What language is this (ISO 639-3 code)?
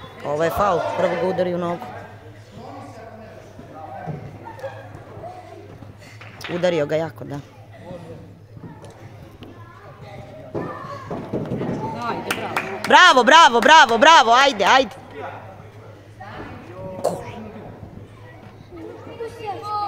srp